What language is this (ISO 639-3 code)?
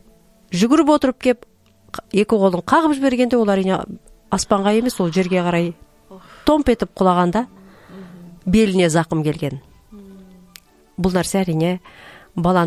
kaz